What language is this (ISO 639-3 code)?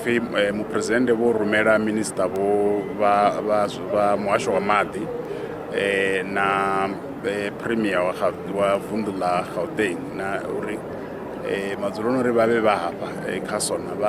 ven